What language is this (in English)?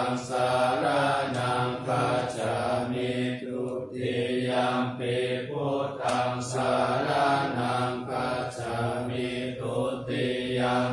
Pali